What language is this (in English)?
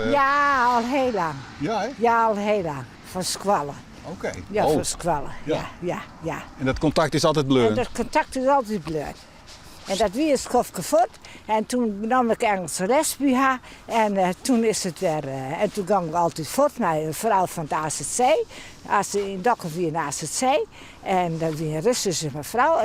Western Frisian